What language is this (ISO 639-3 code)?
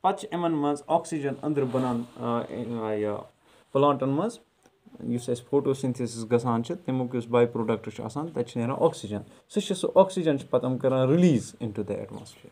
kas